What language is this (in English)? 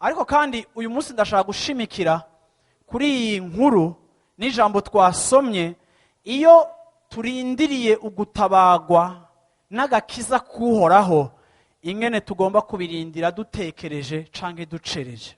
Rundi